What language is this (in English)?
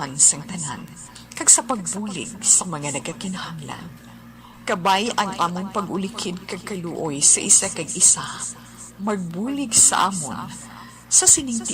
Hiligaynon